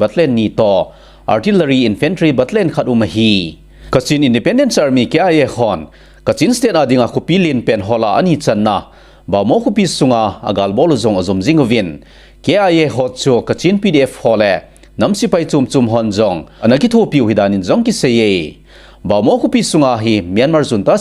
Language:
Thado Chin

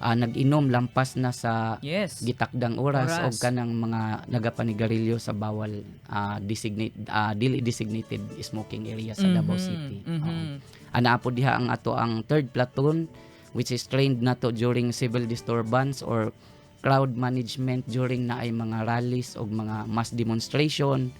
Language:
Cebuano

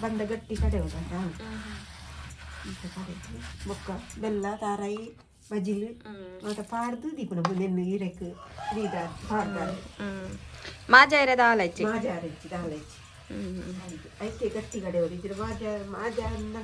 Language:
Tulu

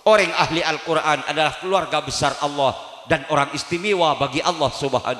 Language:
Madurese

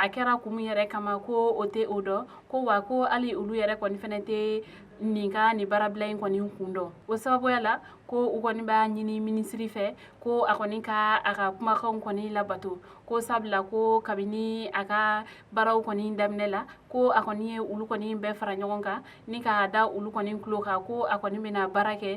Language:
Bambara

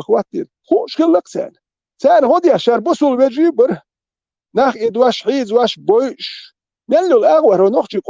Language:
Chechen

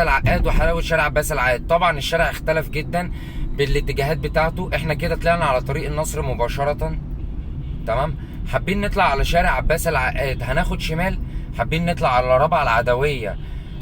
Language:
Egyptian Arabic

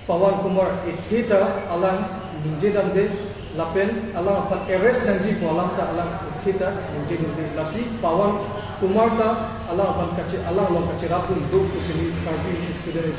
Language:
Karbi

